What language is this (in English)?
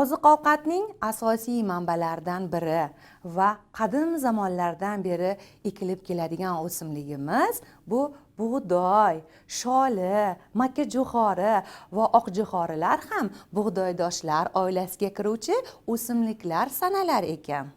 Uzbek